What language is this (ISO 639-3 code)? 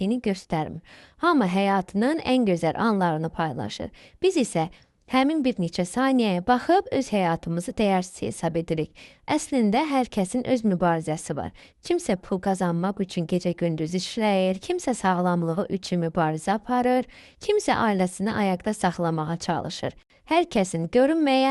aze